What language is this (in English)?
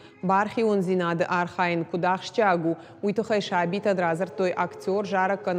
Ossetic